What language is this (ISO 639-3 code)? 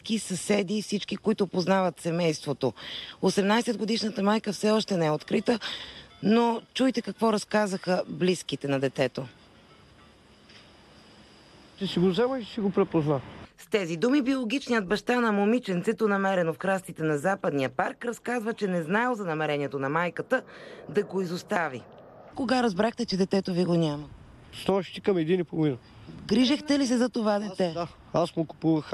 bul